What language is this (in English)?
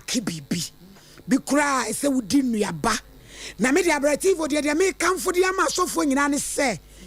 Akan